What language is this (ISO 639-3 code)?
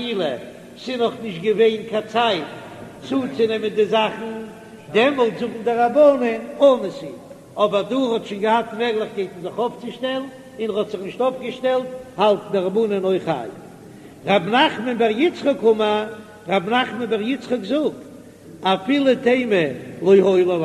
yid